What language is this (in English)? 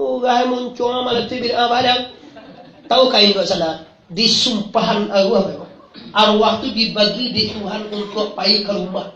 Minangkabau